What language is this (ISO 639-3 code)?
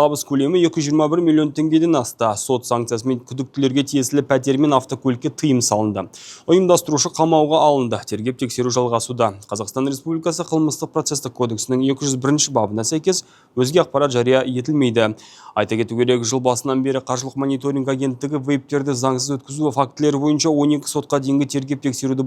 kaz